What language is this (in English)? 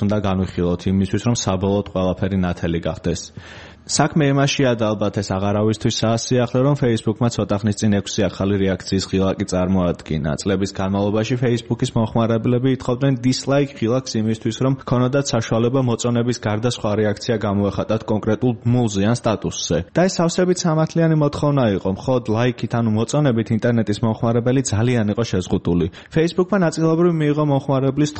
Georgian